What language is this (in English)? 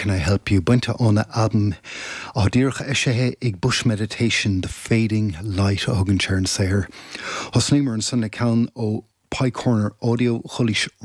Irish